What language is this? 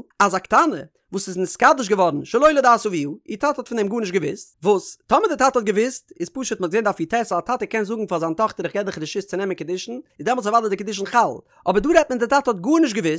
Yiddish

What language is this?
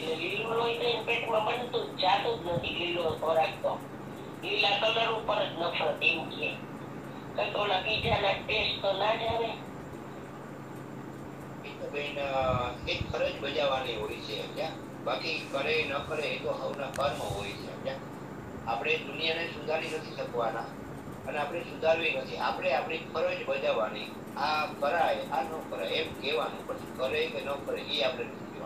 Gujarati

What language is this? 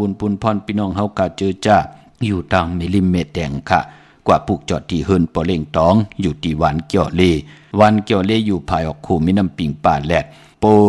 Shan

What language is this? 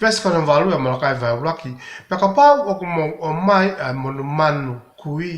Tongan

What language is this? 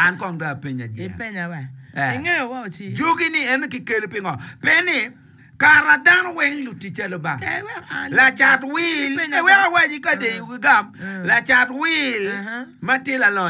Acoli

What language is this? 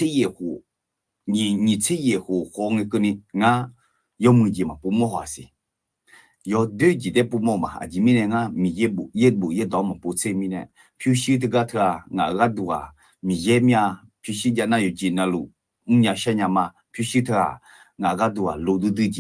Akha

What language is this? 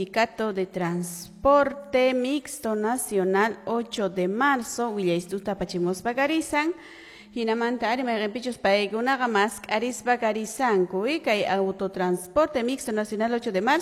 Quechua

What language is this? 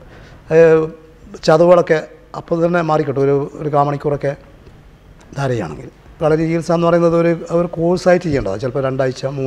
Malayalam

